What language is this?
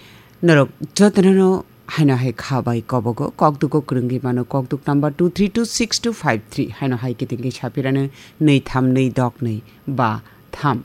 Kok Borok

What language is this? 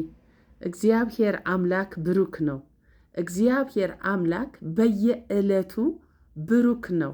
Amharic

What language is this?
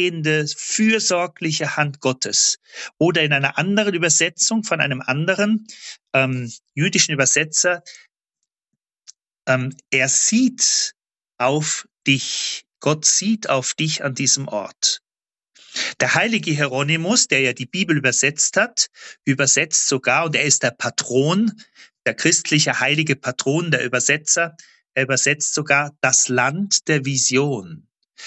German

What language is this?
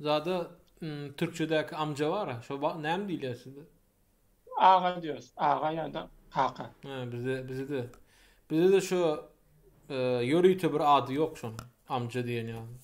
Turkmen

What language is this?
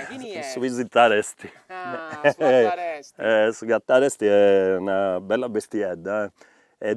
Sardinian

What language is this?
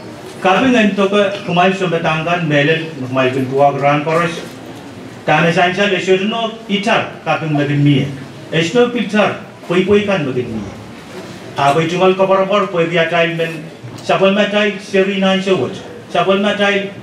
Pohnpeian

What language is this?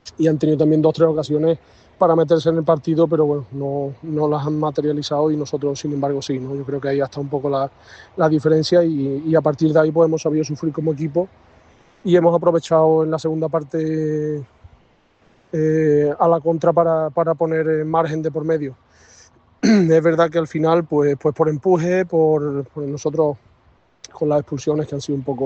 Spanish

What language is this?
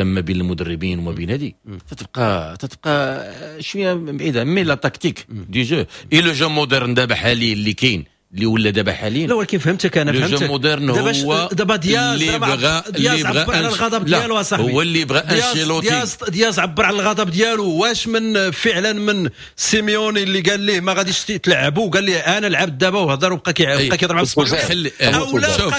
Moroccan Arabic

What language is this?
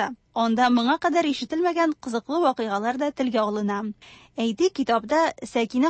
Tatar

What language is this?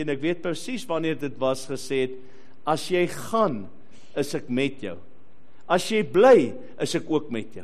Afrikaans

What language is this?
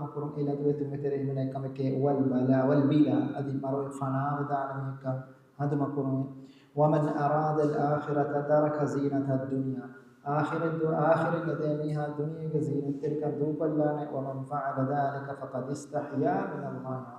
Divehi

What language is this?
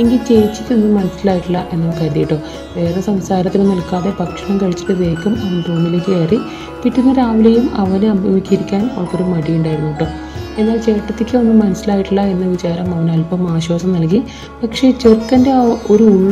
Malayalam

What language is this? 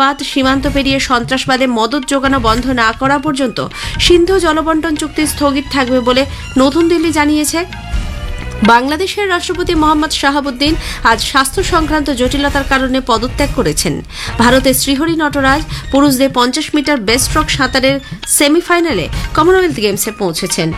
Bangla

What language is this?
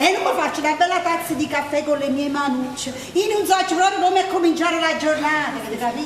Neapolitan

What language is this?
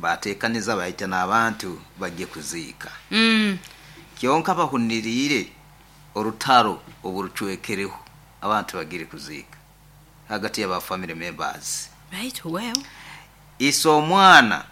Nyoro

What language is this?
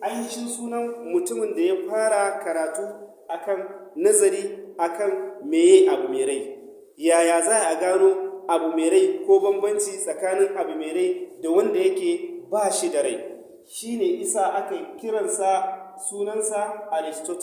Hausa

